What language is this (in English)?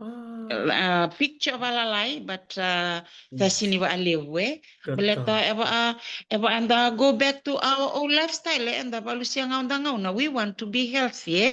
Fijian